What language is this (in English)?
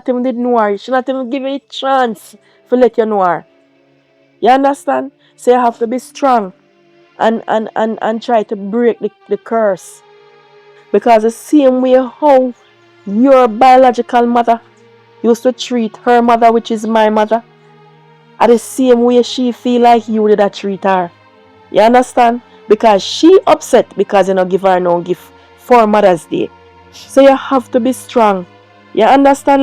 Jamaican Creole English